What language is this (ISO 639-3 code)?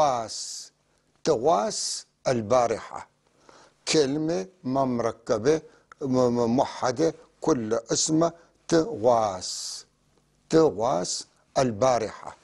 apc